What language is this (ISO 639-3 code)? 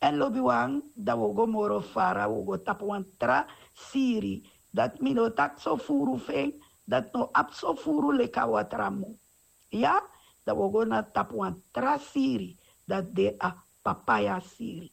srn